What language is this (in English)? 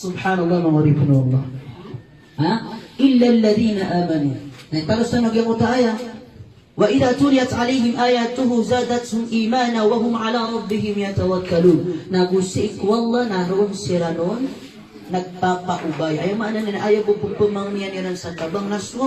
Maranao